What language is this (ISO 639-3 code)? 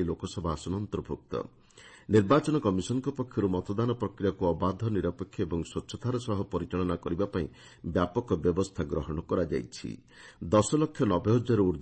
ori